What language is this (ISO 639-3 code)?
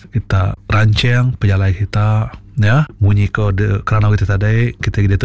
iba